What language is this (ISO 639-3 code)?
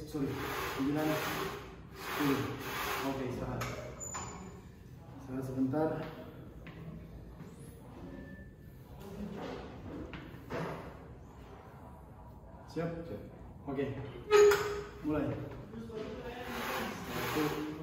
ind